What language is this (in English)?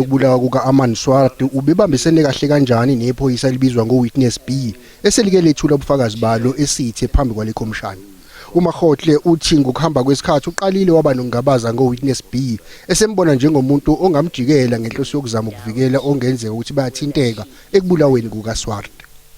Zulu